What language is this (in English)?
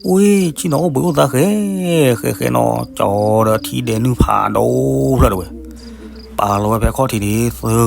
S'gaw Karen